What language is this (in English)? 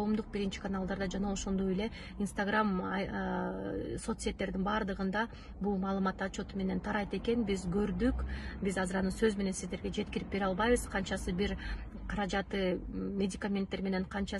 Kyrgyz